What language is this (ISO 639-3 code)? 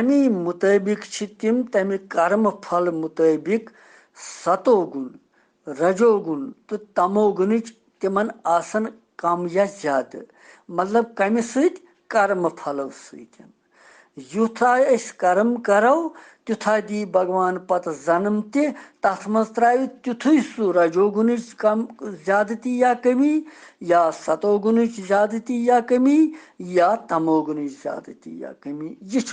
kas